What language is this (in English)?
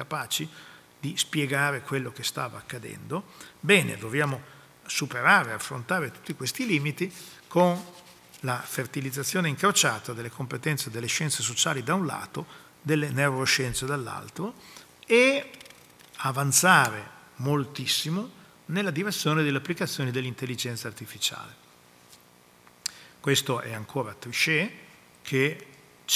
Italian